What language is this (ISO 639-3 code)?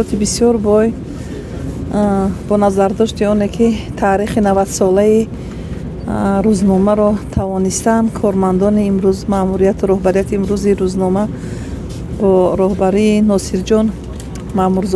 tgk